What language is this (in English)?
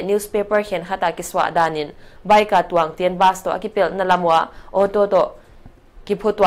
Paite Chin